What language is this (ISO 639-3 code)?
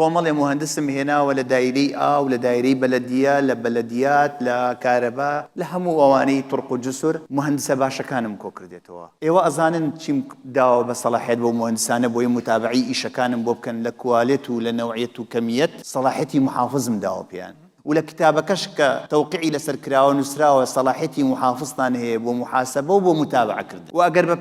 ckb